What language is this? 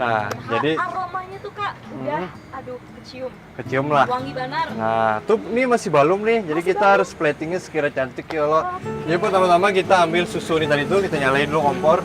Banjar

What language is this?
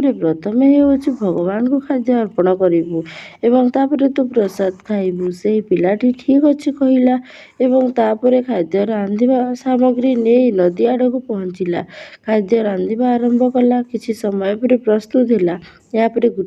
Odia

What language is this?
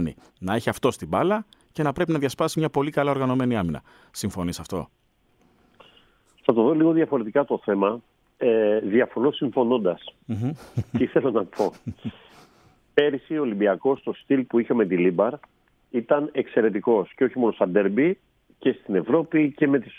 Greek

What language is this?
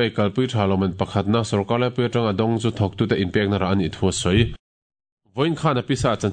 Mizo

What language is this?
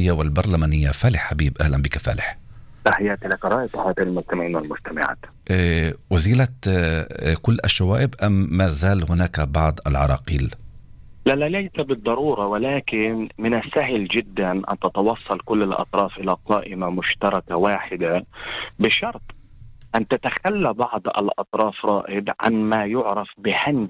Arabic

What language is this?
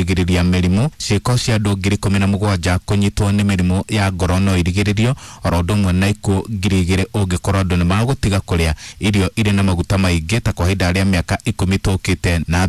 Kikuyu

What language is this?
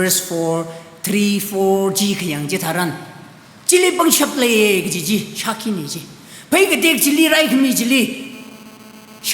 Tangkhul Naga (India)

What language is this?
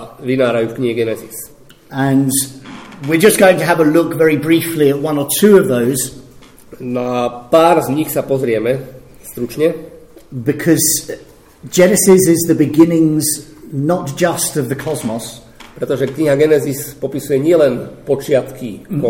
Slovak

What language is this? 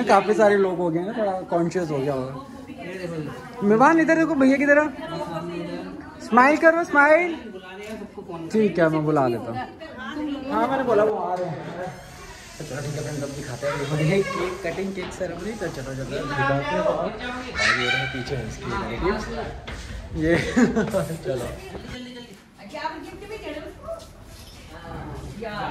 Hindi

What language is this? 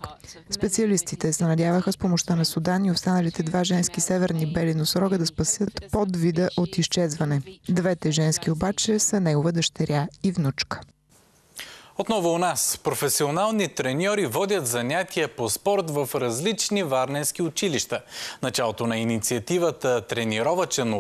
Bulgarian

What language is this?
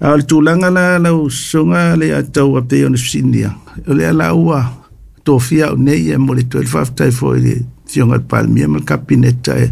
Samoan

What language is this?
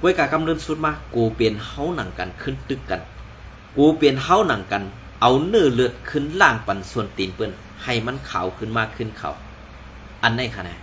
Shan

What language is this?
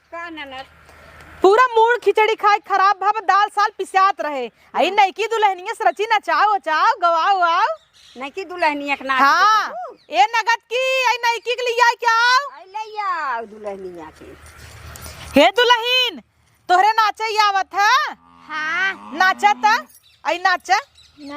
Awadhi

